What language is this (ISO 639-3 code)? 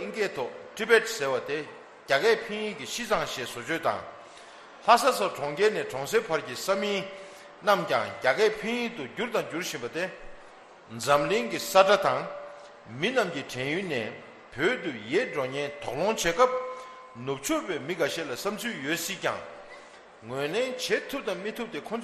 bod